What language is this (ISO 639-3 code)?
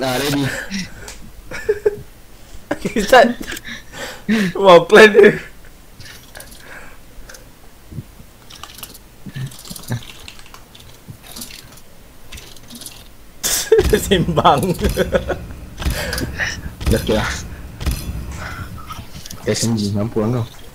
msa